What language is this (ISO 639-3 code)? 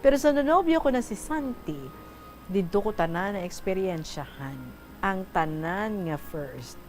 hil